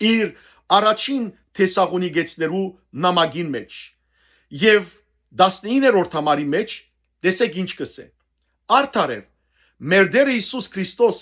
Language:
Western Armenian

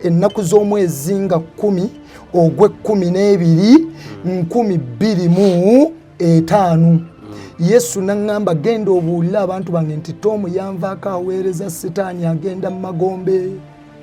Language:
Ganda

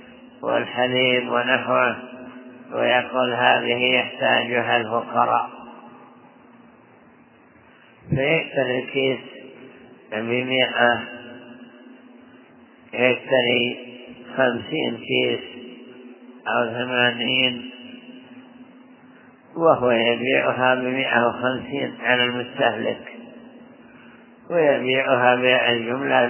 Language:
Arabic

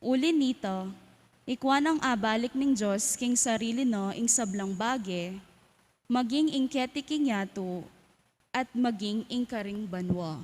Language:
Pampanga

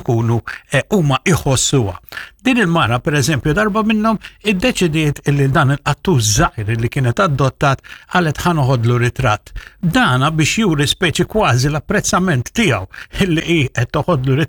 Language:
Maltese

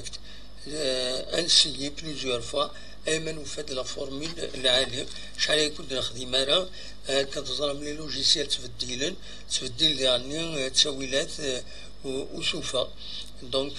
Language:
Kabyle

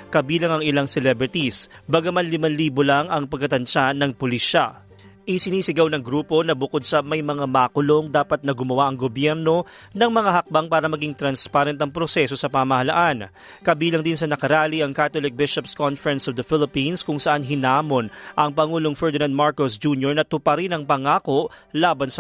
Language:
Filipino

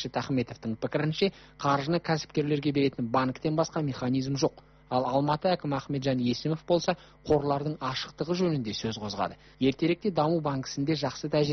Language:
Kazakh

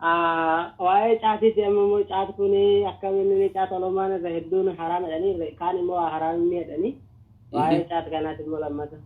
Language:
Oromo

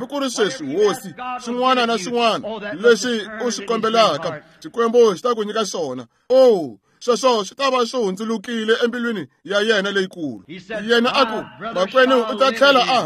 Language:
Tsonga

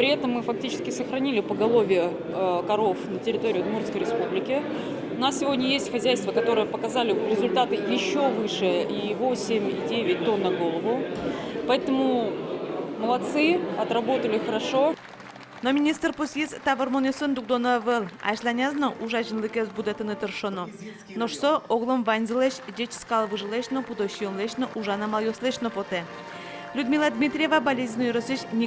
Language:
Udmurt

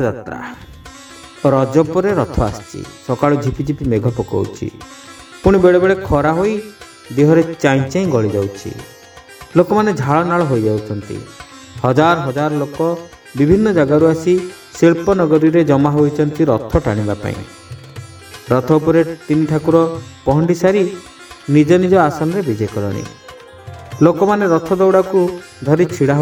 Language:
Odia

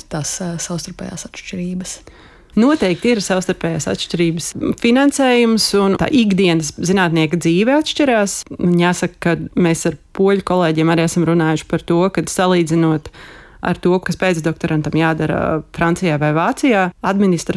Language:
Latvian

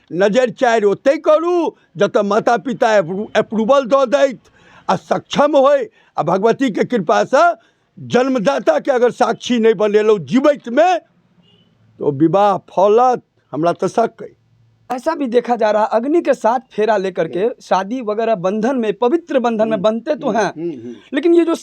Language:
Maithili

